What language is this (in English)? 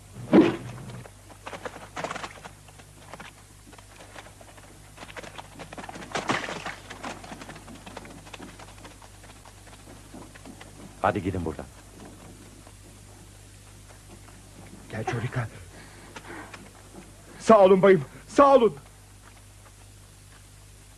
Turkish